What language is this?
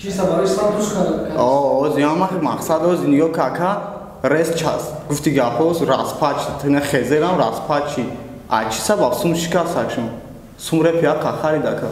Tajik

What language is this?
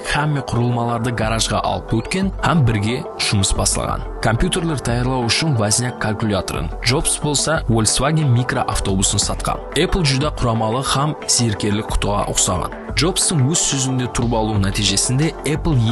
Kara-Kalpak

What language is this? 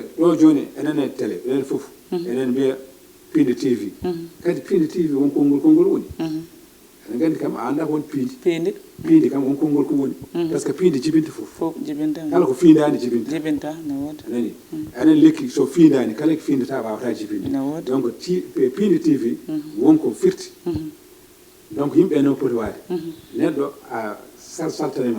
Fula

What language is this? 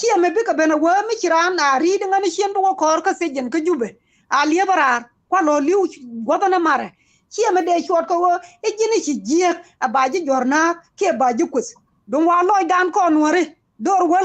Nuer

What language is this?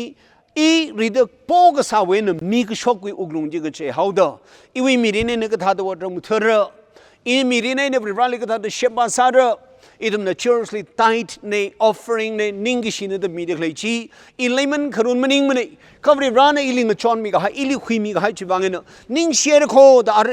Tangkhul Naga (India)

